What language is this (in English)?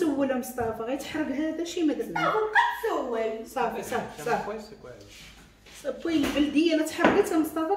Moroccan Arabic